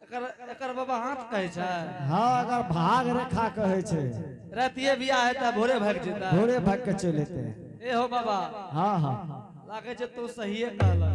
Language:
Angika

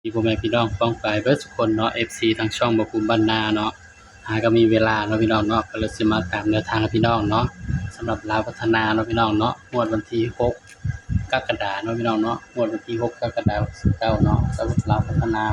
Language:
Northeastern Thai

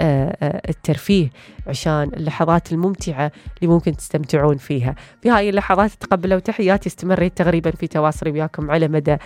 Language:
Najdi Arabic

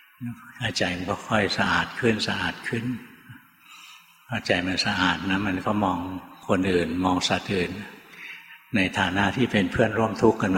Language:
Thai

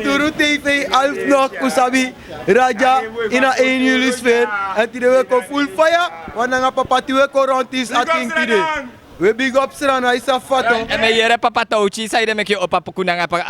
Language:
Sranan Tongo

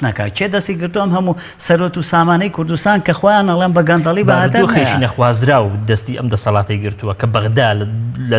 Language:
Central Kurdish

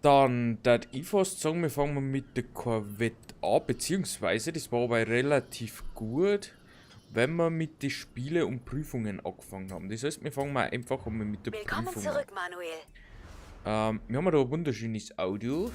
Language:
Bavarian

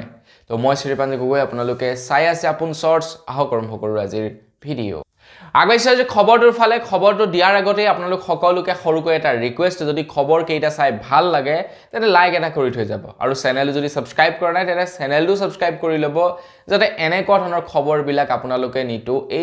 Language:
Assamese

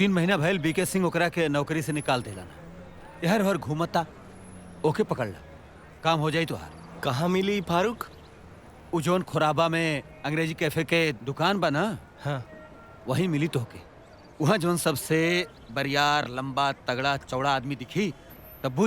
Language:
Bhojpuri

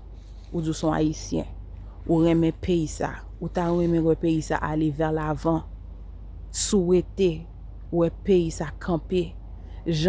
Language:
Haitian Creole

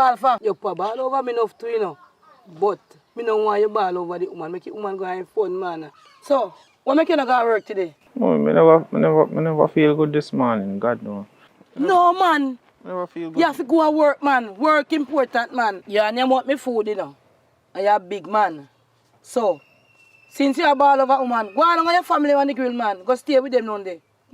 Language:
Jamaican Creole English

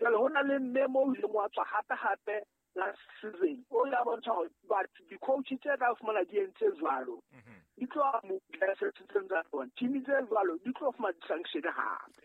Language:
Southern Sotho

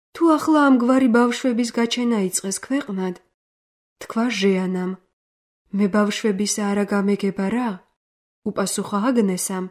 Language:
Georgian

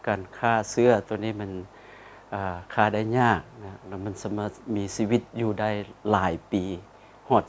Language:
Lao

